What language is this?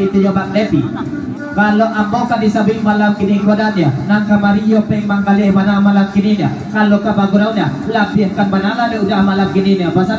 Minangkabau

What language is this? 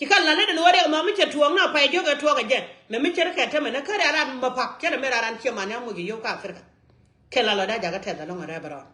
Nuer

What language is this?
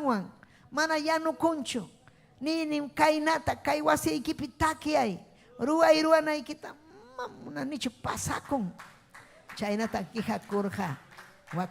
Ayacucho Quechua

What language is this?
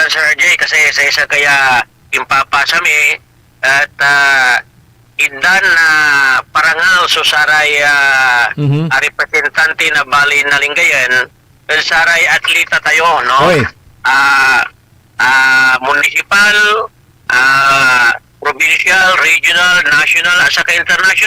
Pangasinan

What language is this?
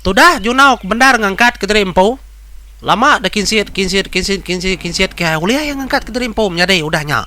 Iban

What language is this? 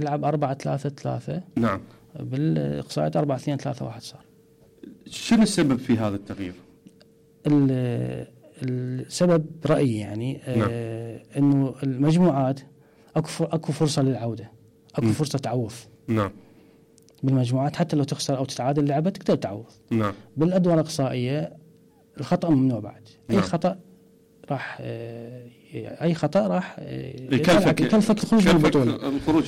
Mesopotamian Arabic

